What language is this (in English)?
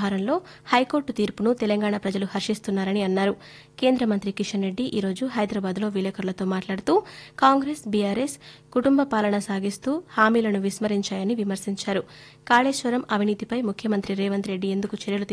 Telugu